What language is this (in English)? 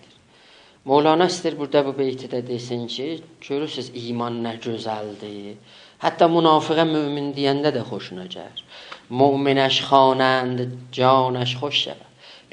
South Azerbaijani